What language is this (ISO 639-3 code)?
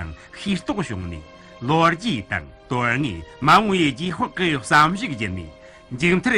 bod